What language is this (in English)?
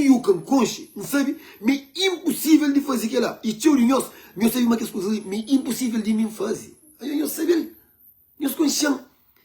Kabuverdianu